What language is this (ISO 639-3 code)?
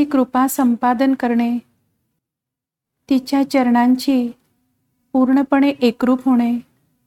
mar